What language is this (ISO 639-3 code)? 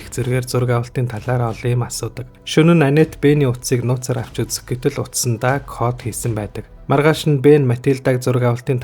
mon